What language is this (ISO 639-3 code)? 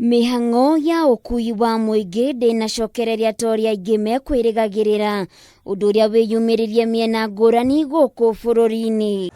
kik